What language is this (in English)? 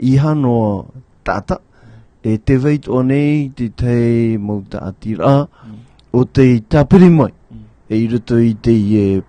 Tahitian